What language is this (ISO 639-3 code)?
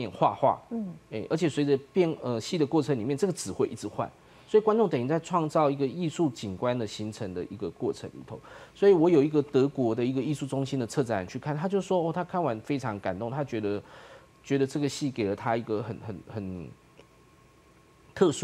zho